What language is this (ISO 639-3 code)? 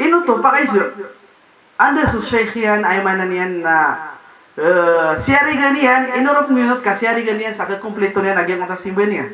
mrw